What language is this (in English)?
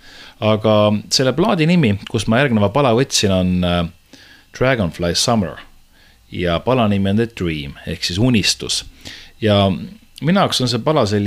Estonian